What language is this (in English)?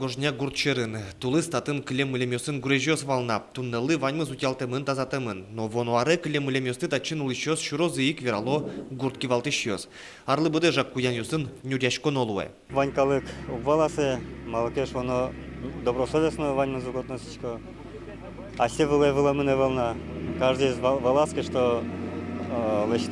Udmurt